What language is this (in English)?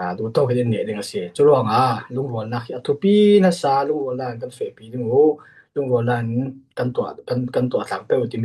Falam Chin